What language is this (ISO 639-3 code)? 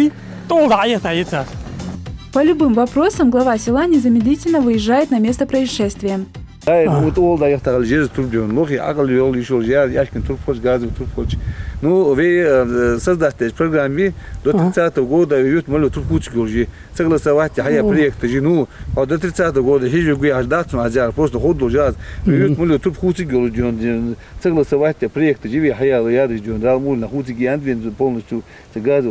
inh